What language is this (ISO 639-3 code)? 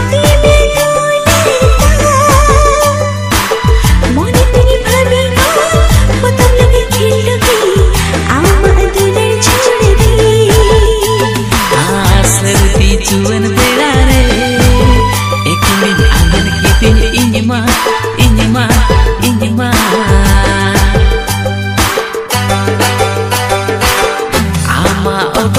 sat